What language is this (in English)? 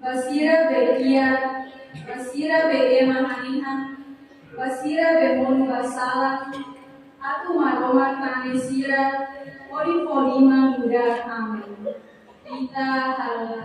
Tetum